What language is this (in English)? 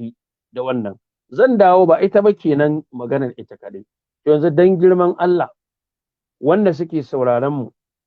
Hausa